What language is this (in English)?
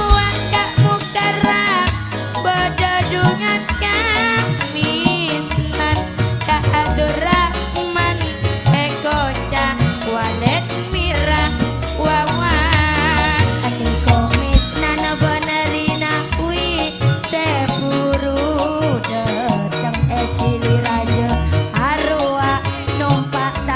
Madurese